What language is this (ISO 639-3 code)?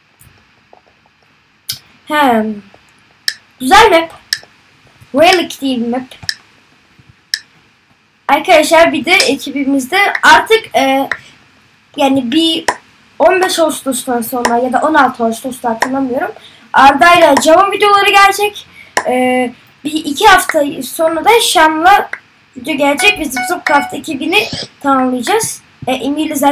tur